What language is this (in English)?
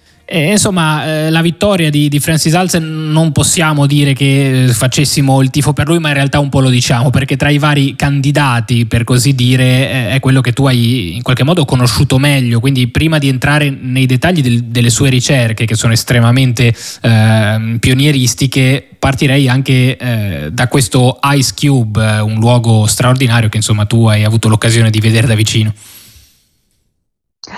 Italian